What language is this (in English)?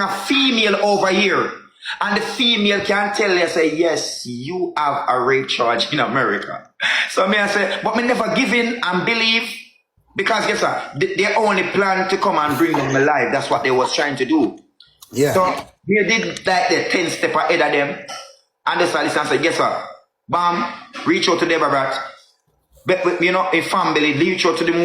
Jamaican Creole English